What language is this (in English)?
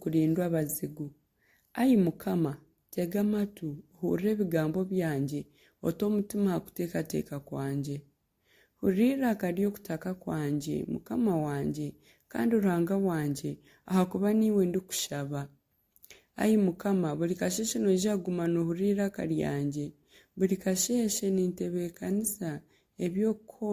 Nyankole